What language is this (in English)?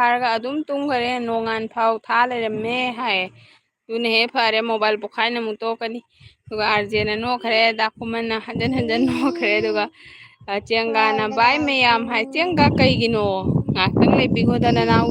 Manipuri